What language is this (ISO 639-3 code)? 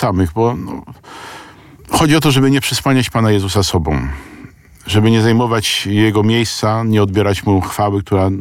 pol